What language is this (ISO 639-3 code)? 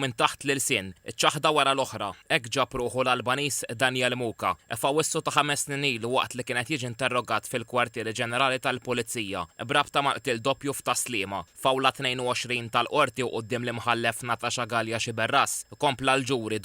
mlt